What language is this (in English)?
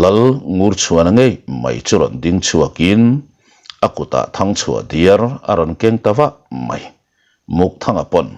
Mizo